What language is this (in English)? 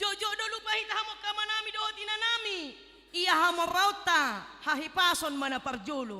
Batak Toba